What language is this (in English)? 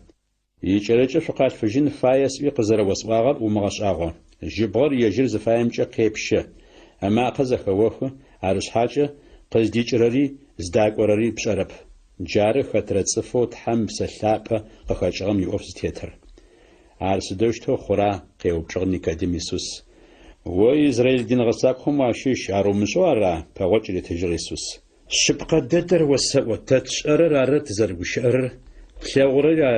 Adyghe